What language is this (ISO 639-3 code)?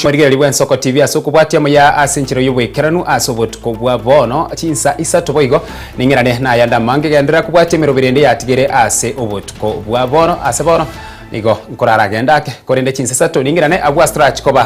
guz